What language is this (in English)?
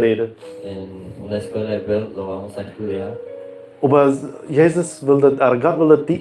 Plautdietsch